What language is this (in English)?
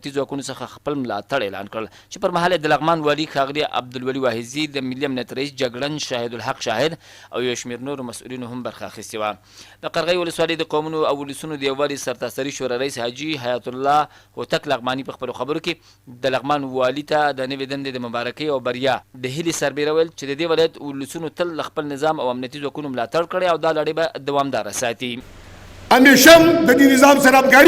Pashto